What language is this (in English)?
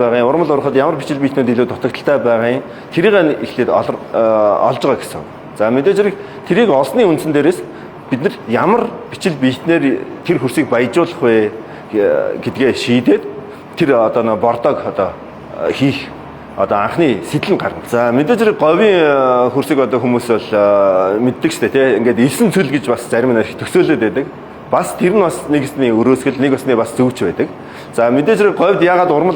Mongolian